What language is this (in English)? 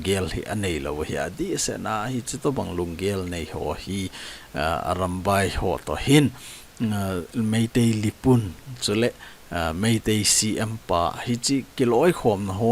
Thado Chin